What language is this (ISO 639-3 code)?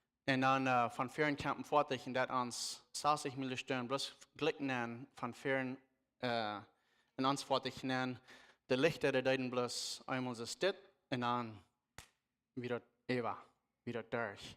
pdt